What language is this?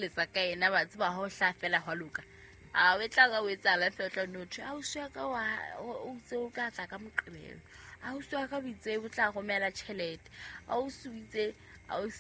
Southern Sotho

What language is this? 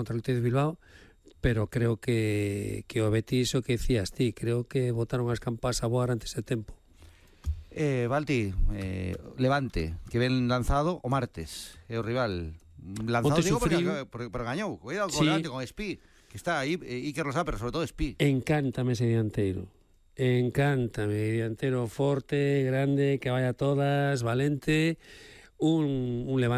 Galician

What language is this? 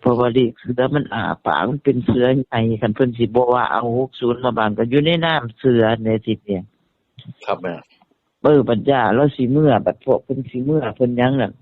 Northeastern Thai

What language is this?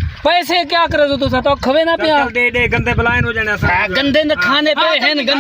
Saraiki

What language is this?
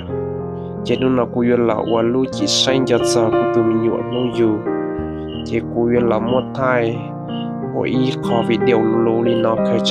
Hmong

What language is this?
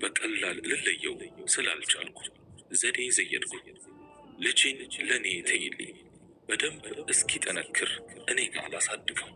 Amharic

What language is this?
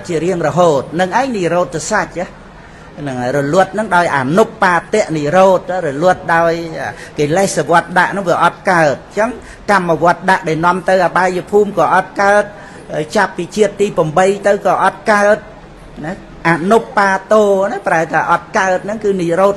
Khmer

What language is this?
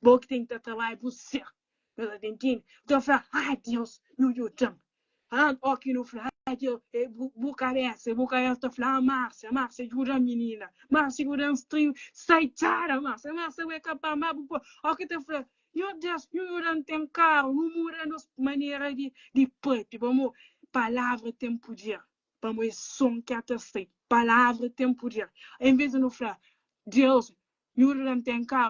Kabuverdianu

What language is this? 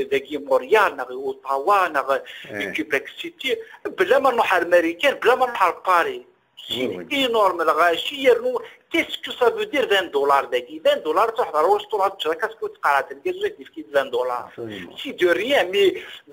Kabyle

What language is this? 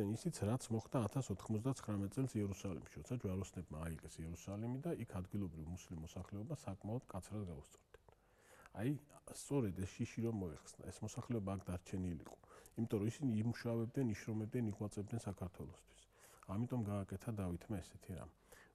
Georgian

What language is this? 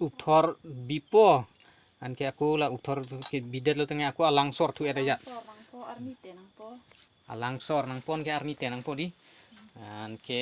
Karbi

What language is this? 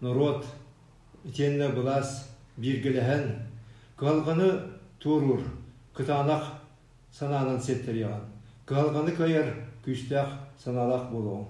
Yakut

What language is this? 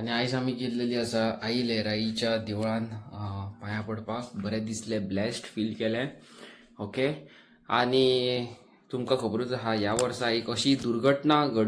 Konkani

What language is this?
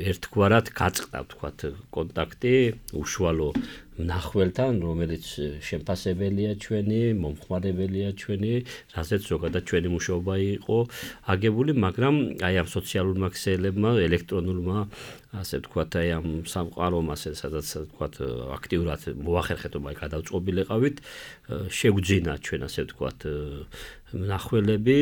Georgian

